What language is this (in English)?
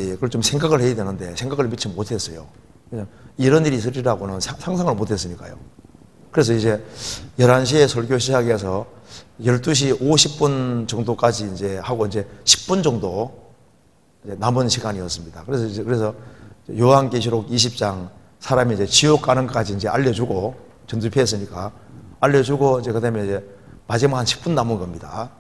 Korean